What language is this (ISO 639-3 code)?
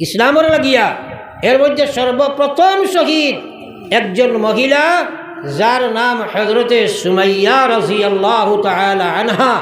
syl